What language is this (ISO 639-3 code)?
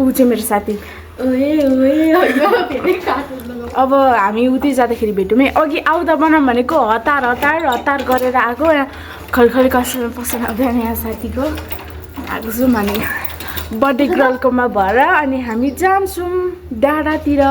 nep